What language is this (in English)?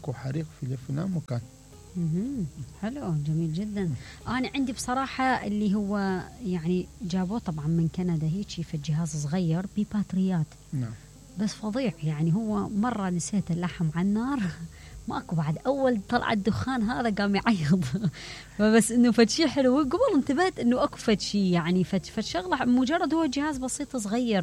Mesopotamian Arabic